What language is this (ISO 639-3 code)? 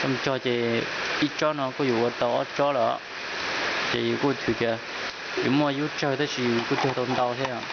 hmn